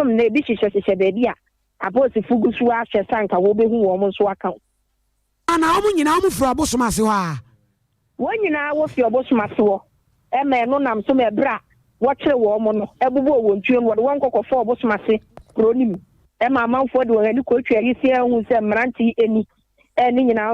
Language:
Akan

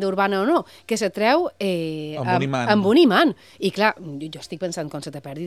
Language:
Catalan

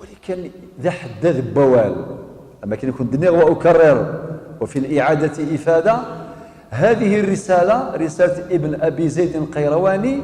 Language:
Kabyle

